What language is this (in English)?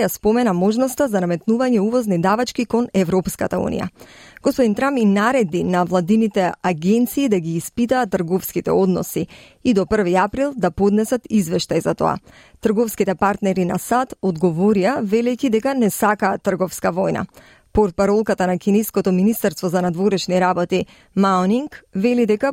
Macedonian